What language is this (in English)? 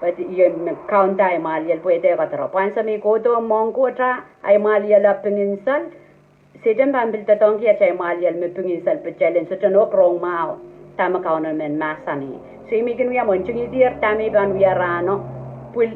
Pohnpeian